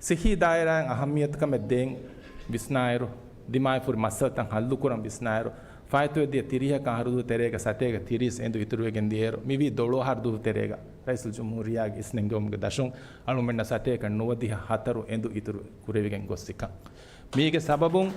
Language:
Divehi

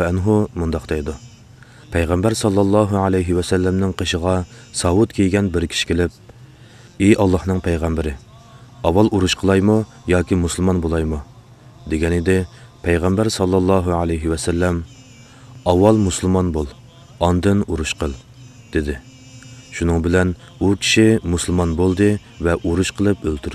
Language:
Uyghur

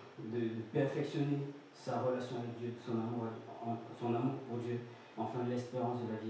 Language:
French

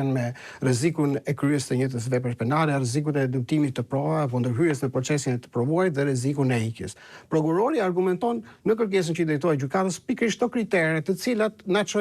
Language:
Albanian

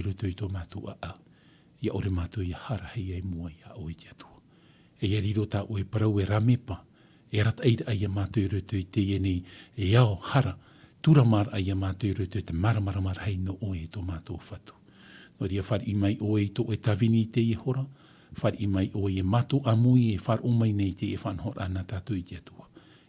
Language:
Tahitian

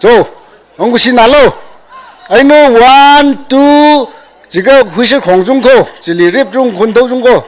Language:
Tangkhul Naga (India)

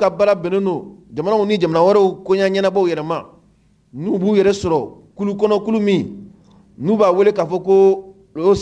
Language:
Mandingo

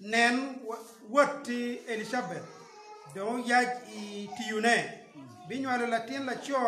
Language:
Acoli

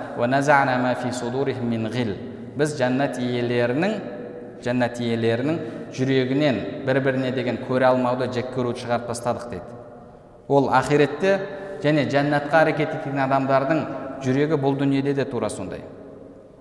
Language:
Kazakh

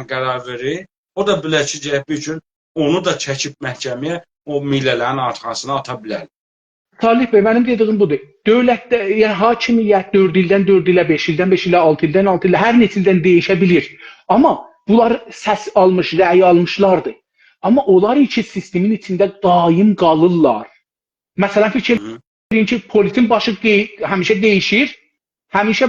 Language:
South Azerbaijani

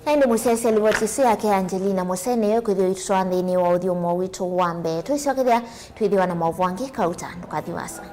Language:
Kamba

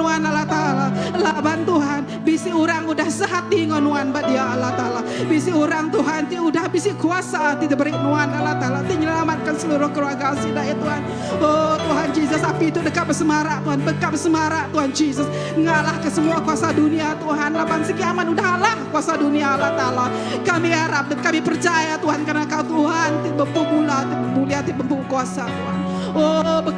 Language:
Iban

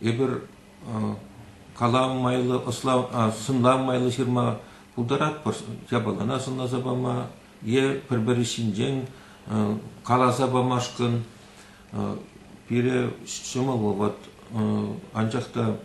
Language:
Chuvash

